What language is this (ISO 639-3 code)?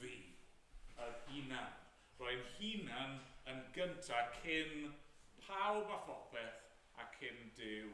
cym